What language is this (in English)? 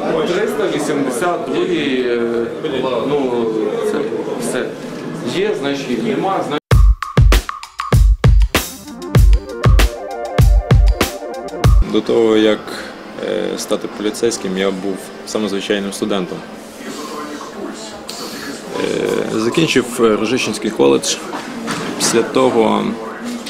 Ukrainian